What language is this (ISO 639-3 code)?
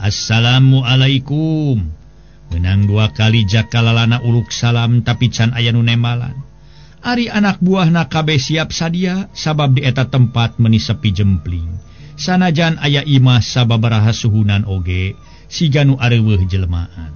sun